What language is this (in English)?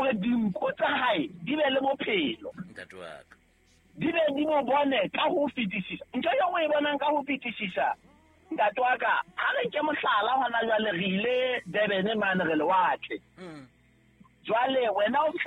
Southern Sotho